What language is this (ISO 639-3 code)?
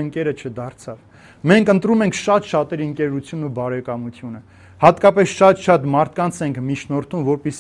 hye